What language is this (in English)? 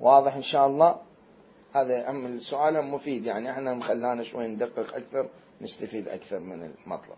Mesopotamian Arabic